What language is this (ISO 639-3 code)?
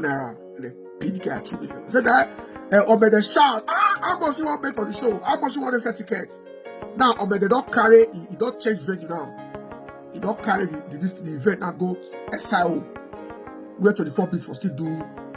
pcm